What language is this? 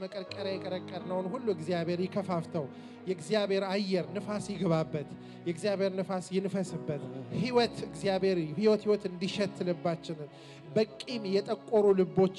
Amharic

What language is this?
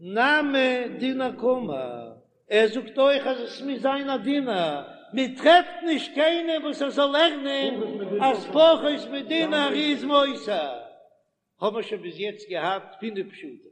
Yiddish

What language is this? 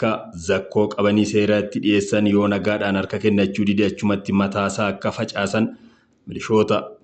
Oromo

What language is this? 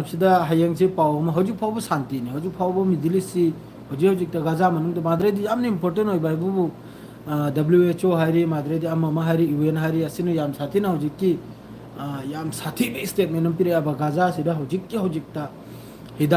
Manipuri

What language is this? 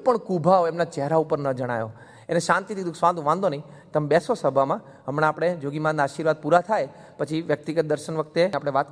Gujarati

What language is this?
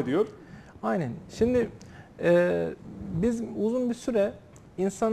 Turkish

